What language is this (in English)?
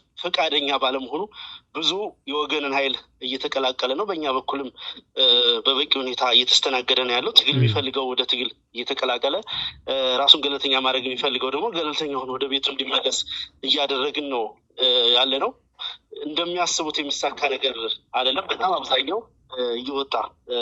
Amharic